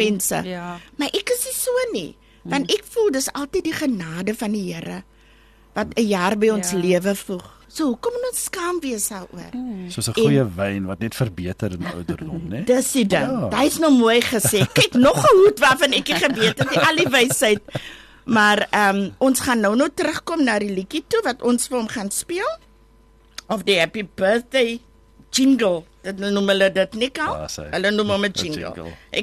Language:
Afrikaans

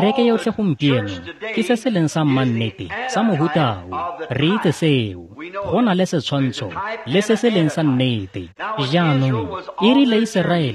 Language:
Tswana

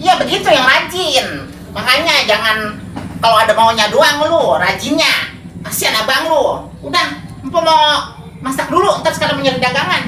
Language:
Betawi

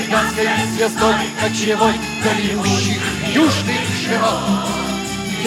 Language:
Russian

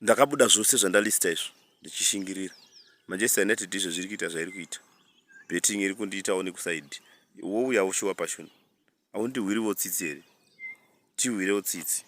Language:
Shona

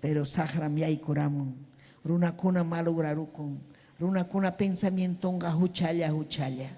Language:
Ayacucho Quechua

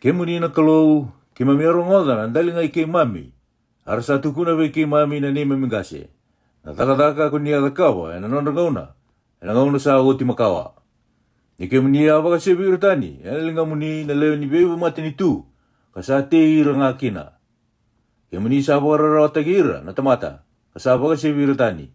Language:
Fijian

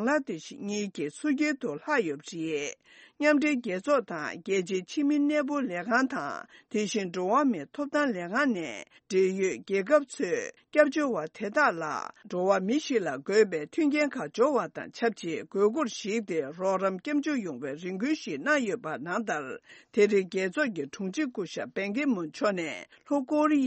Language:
Tibetan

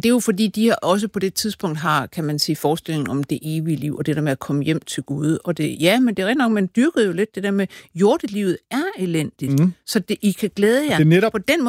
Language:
Danish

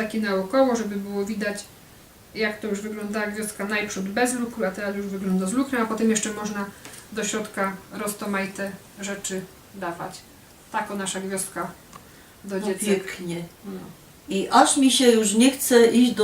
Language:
Silesian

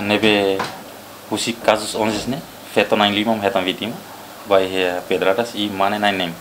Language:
Tetum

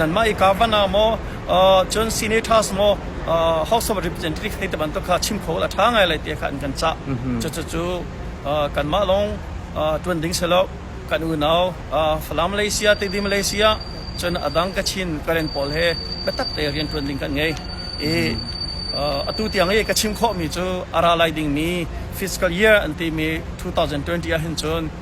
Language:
Hakha Chin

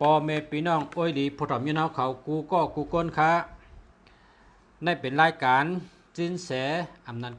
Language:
Shan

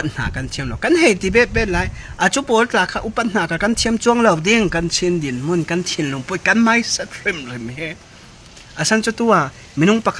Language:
Falam Chin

